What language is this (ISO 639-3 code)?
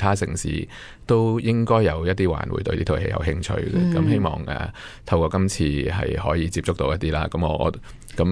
yue